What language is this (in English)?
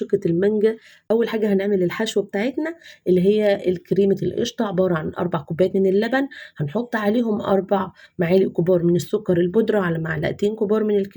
Egyptian Arabic